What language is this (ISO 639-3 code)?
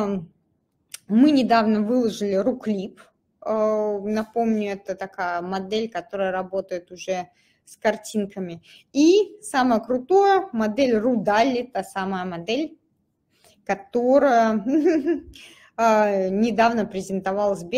rus